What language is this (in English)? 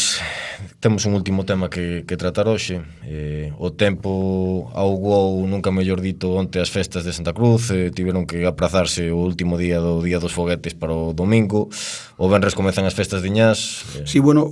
Galician